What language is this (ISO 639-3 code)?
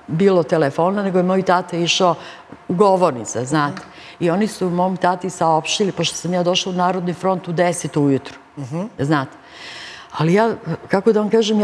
srp